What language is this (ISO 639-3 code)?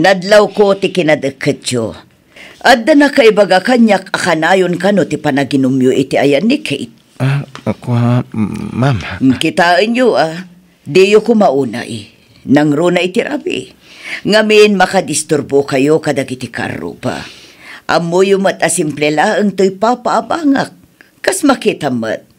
ilo